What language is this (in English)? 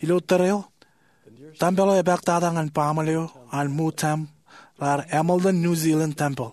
Marshallese